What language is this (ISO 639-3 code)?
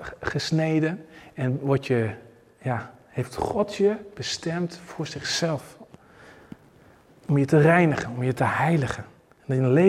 nld